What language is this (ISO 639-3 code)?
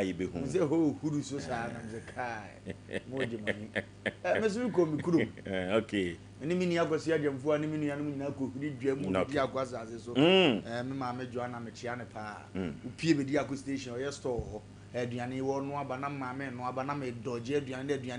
aka